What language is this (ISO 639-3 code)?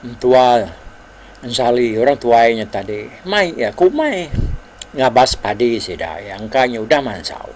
iba